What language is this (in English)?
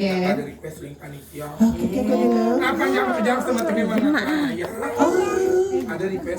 Balinese